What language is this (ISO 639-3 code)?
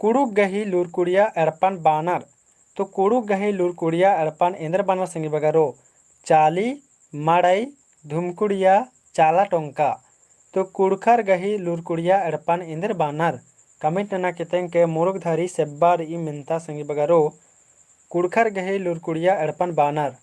kru